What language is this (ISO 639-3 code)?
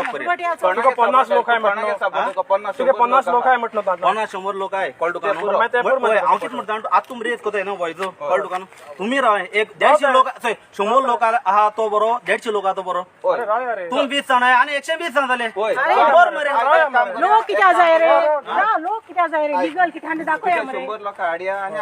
kok